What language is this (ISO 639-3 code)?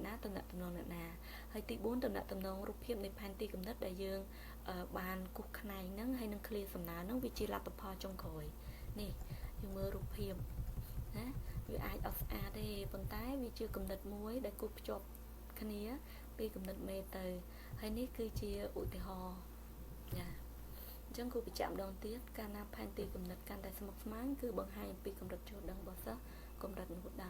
khm